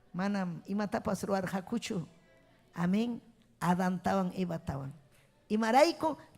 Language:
Ayacucho Quechua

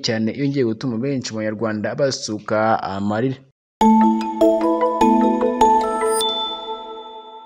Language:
Kinyarwanda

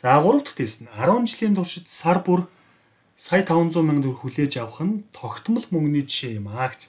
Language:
Mongolian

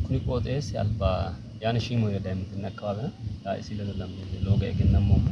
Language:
Sidamo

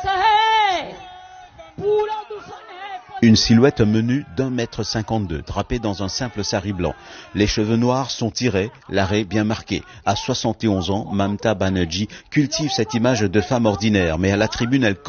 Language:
French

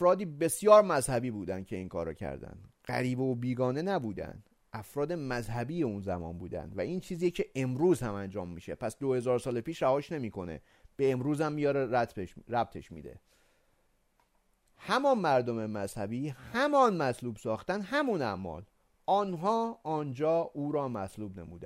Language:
Persian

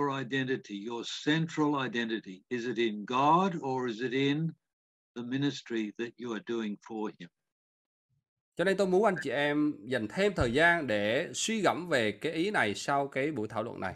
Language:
Vietnamese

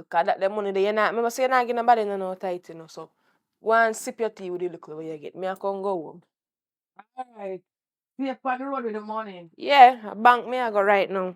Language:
Jamaican Creole English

